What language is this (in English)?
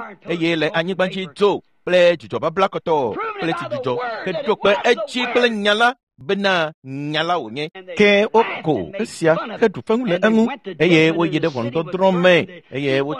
Ewe